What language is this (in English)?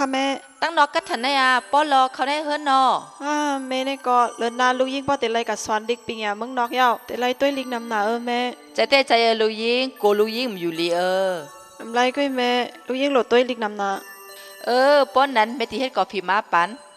Shan